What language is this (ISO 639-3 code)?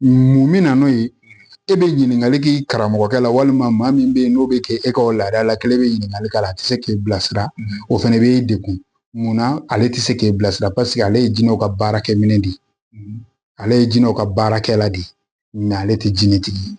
bam